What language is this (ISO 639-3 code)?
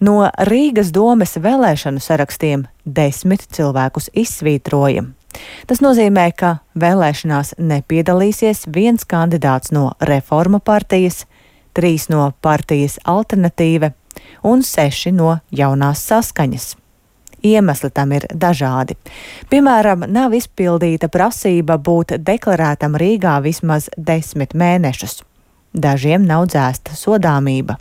lav